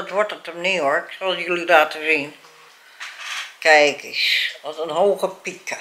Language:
Dutch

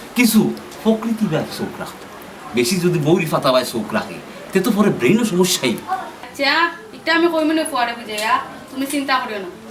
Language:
Sylheti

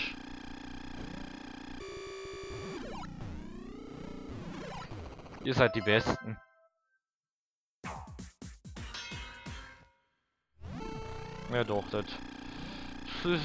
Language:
German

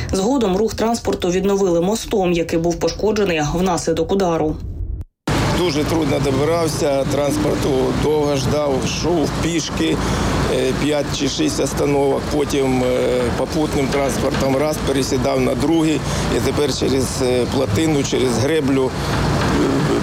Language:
Ukrainian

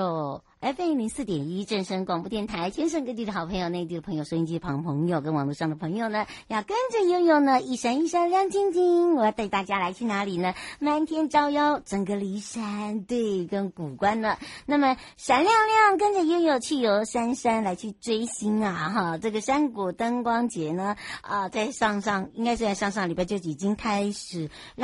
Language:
Chinese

